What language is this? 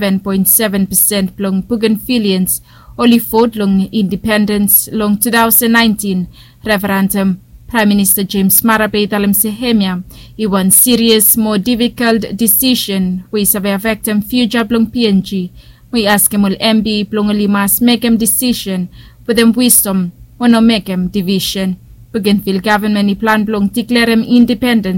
Bislama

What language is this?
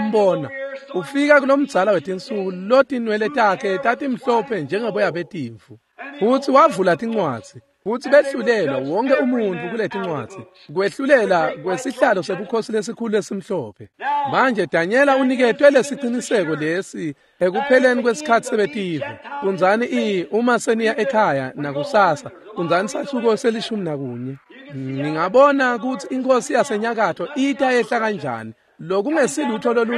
Swati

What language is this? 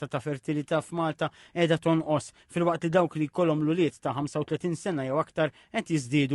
Maltese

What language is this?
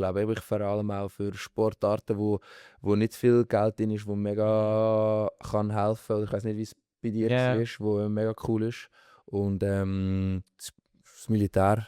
Swiss German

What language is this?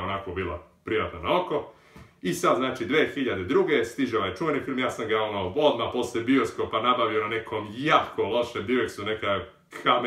Serbian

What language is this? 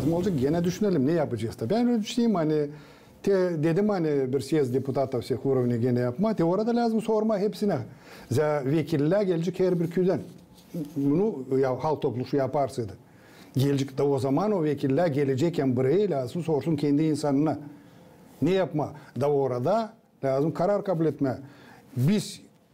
Gagauz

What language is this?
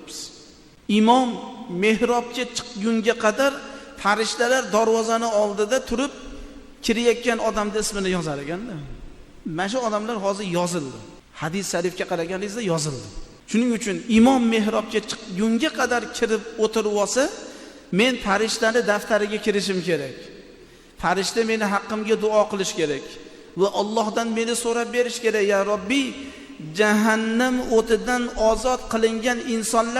Uzbek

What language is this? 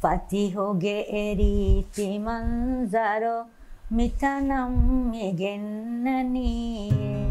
Divehi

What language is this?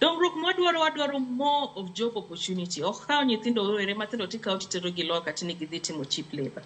Luo (Kenya and Tanzania)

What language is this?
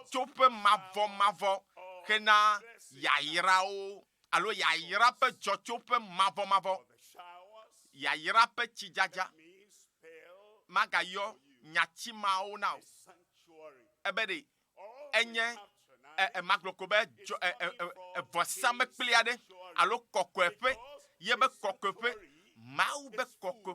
Ewe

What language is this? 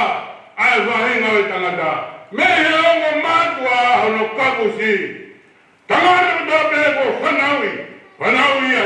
Tongan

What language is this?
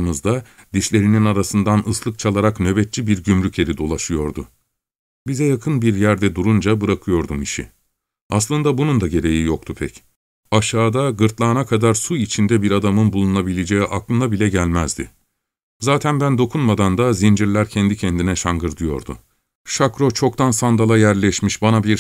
Turkish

